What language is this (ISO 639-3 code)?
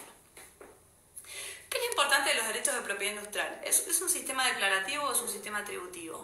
spa